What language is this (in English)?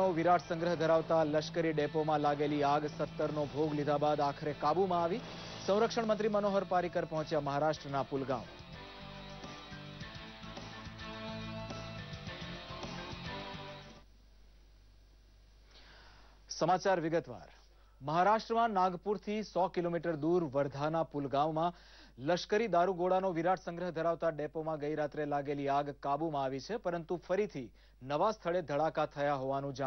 Gujarati